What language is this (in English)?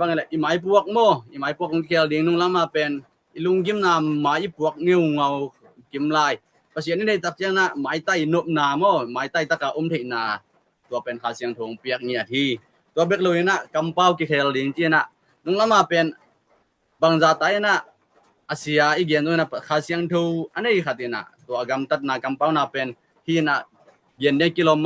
Tedim Chin